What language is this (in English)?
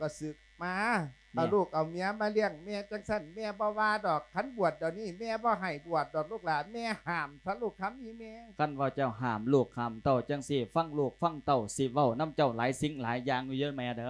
Lao